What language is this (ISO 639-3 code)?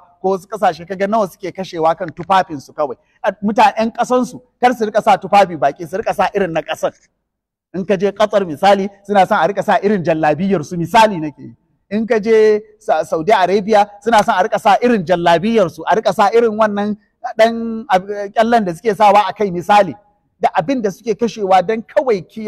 hau